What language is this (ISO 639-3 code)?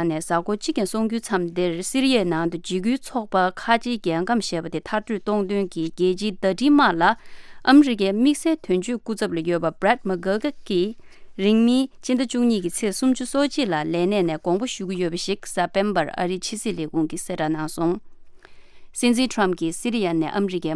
bod